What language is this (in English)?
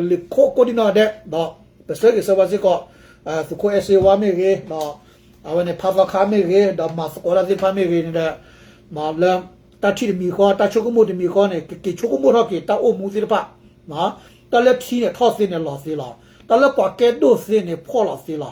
S'gaw Karen